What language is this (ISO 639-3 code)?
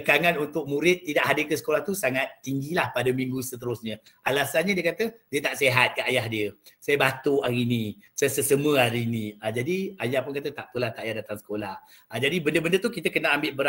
msa